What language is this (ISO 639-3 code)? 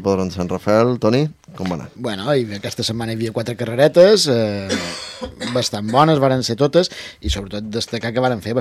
cat